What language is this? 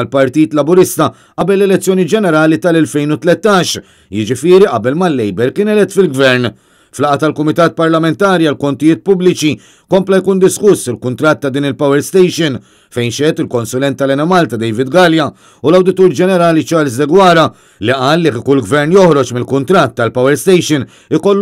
Maltese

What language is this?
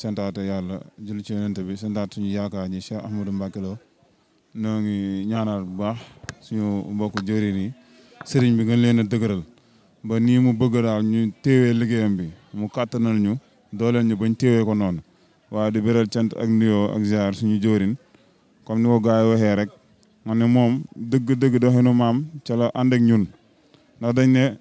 Wolof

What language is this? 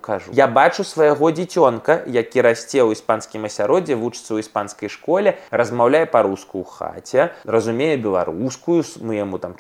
Belarusian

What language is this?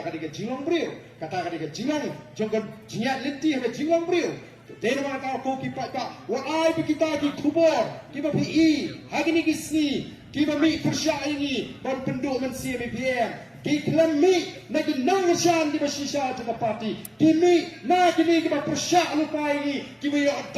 Khasi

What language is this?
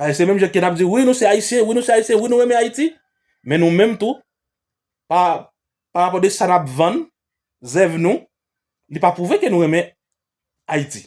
Haitian Creole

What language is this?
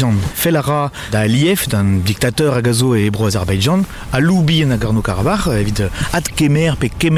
Breton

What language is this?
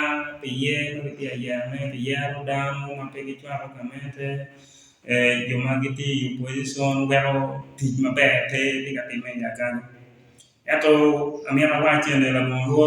Acoli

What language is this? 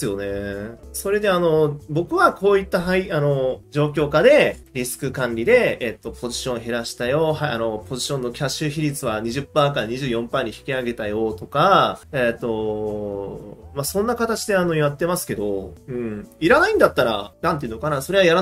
Japanese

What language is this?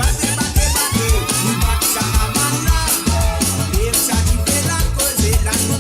Morisyen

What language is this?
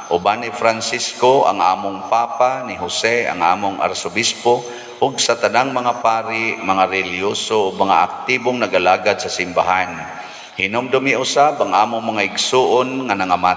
Cebuano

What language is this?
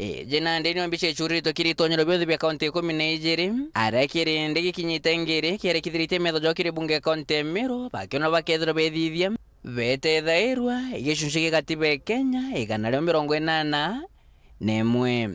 Meru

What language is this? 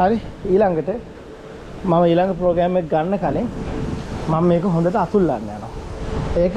Sinhala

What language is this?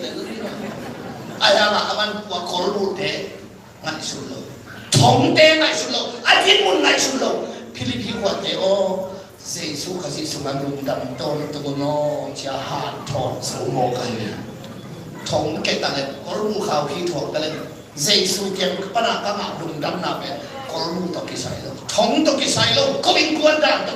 Tedim Chin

